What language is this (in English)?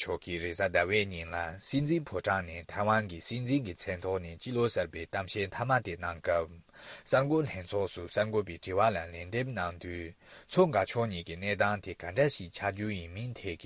Tibetan